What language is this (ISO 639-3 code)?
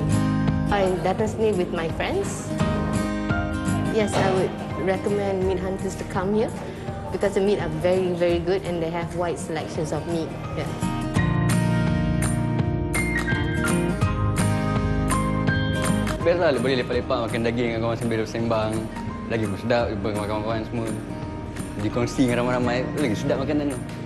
msa